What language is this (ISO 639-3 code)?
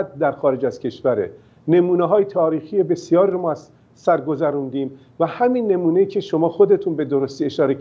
fas